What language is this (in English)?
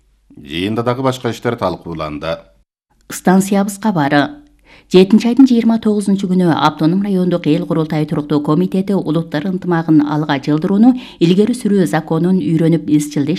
Kyrgyz